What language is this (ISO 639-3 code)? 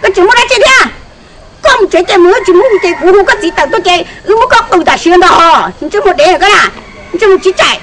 hmn